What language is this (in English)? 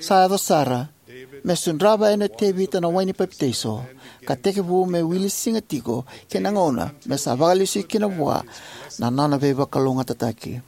Fijian